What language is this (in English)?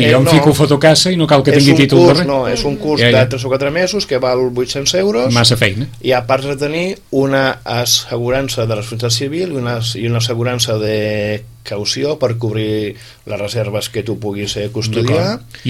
Catalan